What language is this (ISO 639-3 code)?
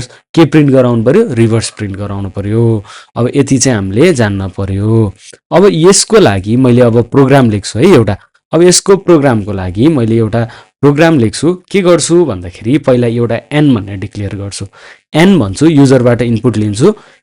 nep